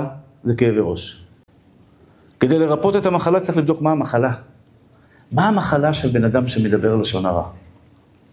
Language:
Hebrew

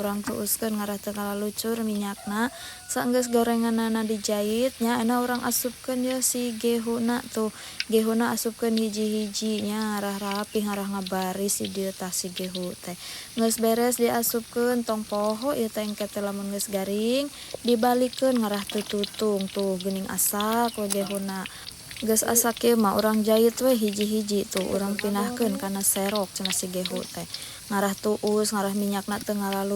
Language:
Sundanese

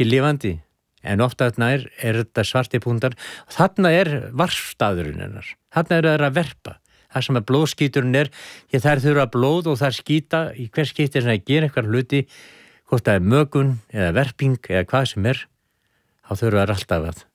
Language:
Icelandic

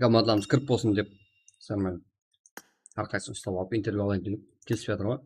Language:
Kara-Kalpak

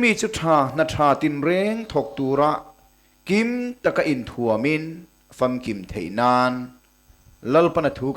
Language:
Mizo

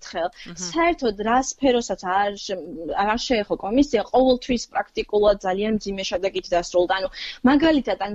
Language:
Georgian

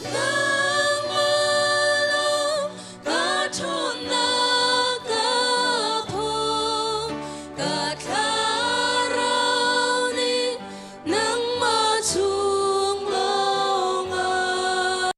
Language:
Hakha Chin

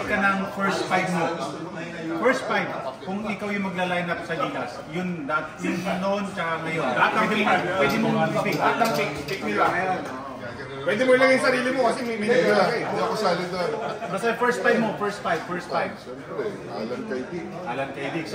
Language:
Filipino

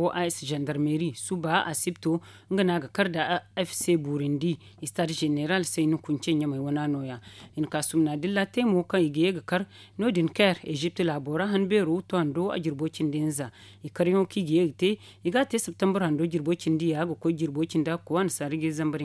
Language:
Zarma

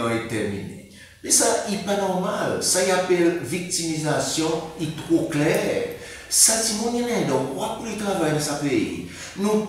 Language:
Seselwa Creole French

